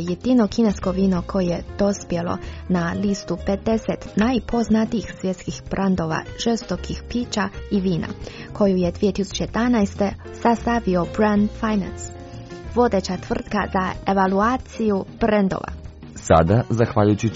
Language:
Croatian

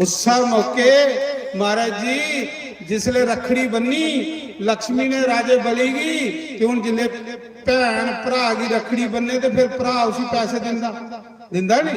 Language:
Dogri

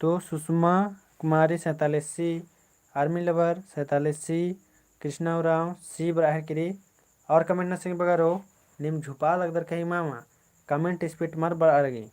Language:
Kurukh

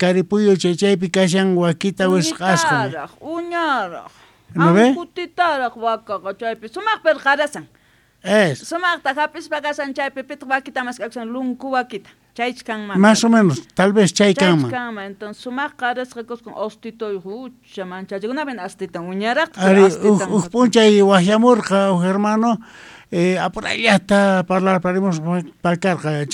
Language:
South Bolivian Quechua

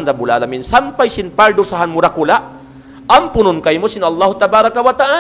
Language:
Tausug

